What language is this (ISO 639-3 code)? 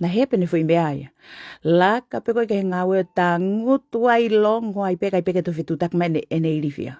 ton